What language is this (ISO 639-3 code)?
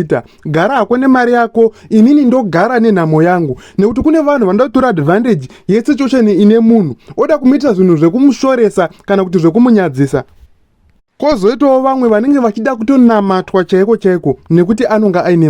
sna